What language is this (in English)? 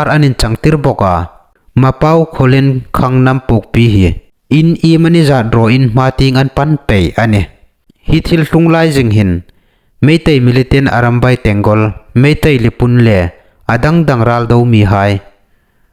Hmar